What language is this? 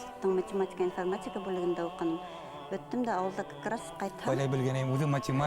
Bashkir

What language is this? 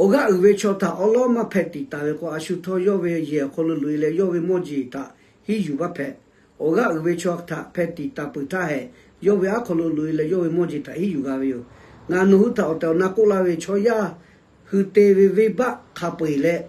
Lahu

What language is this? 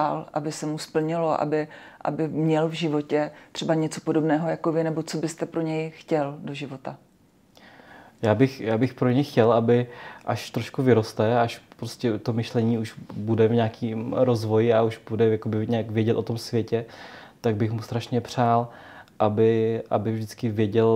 Czech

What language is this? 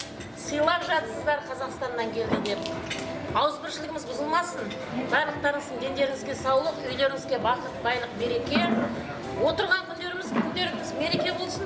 Kara-Kalpak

